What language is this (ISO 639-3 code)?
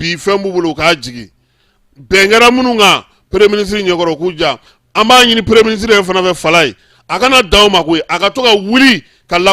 bam